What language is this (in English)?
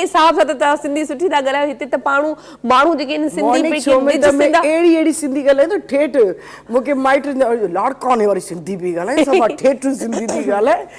Sindhi